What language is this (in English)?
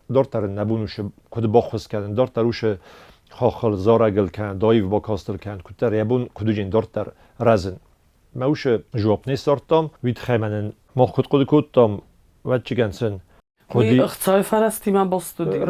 Ossetic